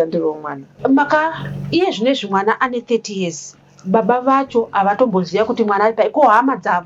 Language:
Shona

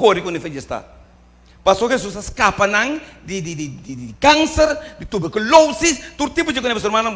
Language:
Papiamento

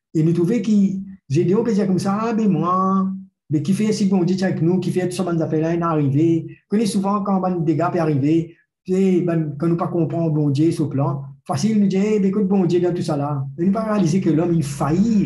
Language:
Morisyen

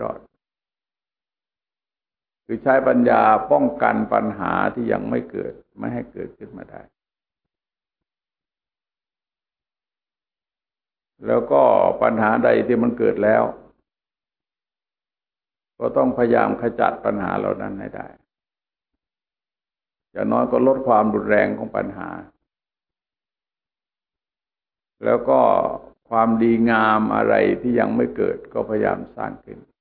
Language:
Thai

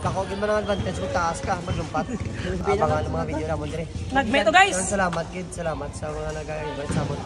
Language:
Hiligaynon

